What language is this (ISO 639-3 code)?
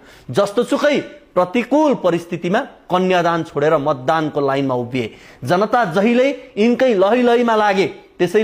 nep